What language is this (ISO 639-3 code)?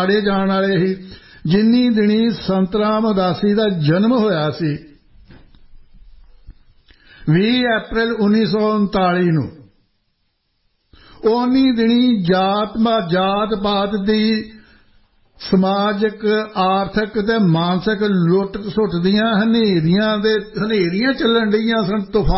pan